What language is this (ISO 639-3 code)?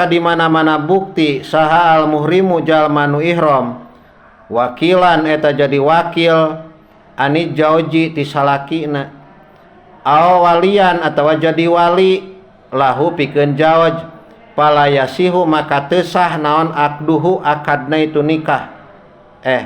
sun